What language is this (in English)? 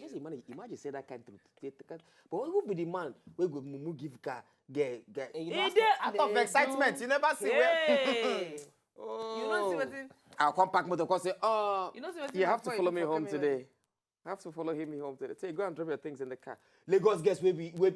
Nigerian Pidgin